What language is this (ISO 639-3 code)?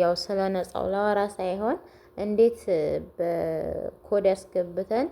amh